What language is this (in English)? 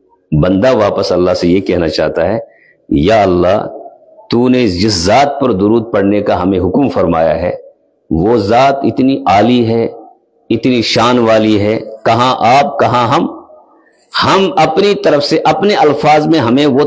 Urdu